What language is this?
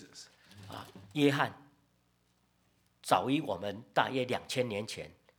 Chinese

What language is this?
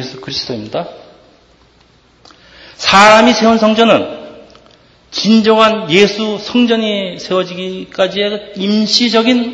Korean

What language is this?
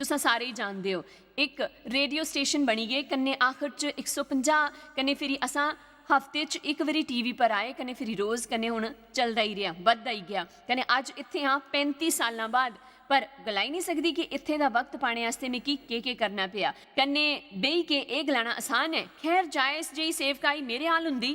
Dogri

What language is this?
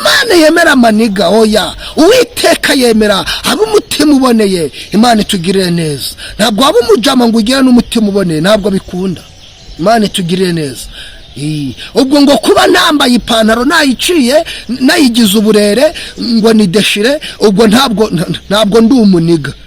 Kinyarwanda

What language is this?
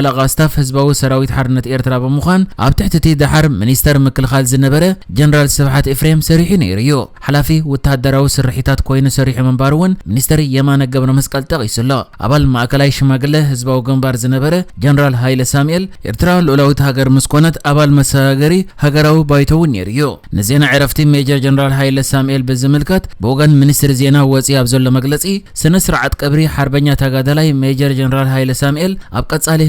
Tigrinya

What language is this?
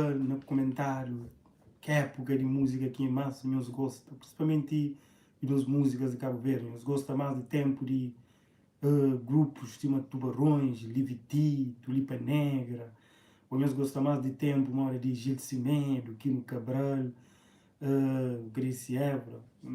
Kabuverdianu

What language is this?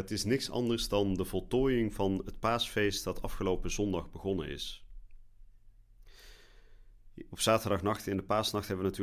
Dutch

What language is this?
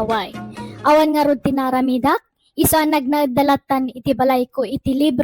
Iloko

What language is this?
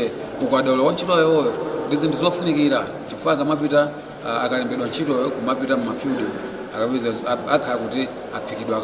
Nyanja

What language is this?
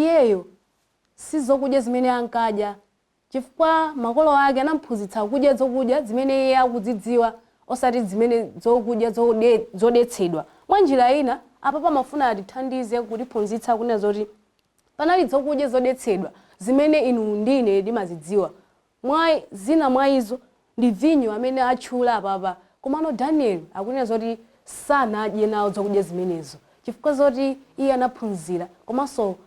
Nyanja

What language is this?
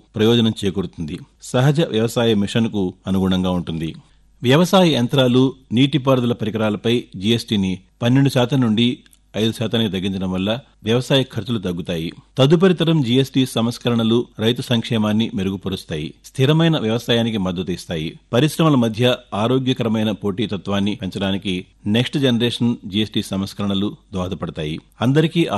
Telugu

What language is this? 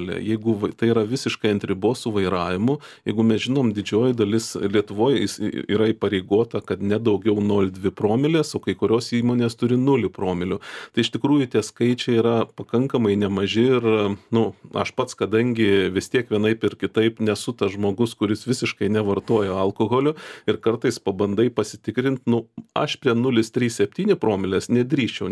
Lithuanian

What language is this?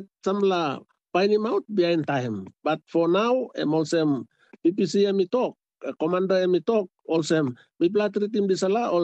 Tok Pisin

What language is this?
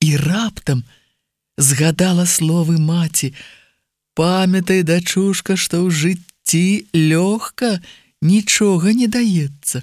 Belarusian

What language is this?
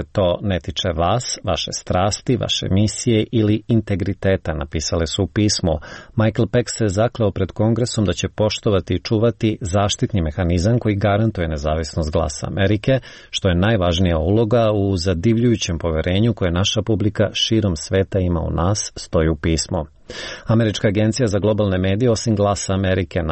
Serbian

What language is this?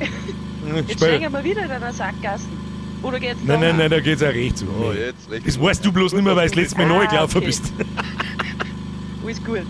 Bavarian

